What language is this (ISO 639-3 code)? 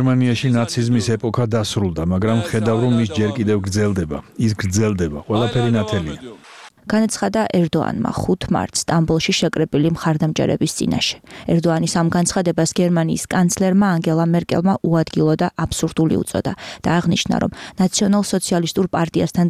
kat